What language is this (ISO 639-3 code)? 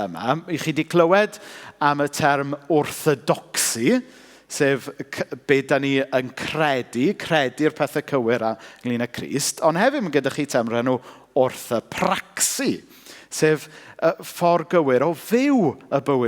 cym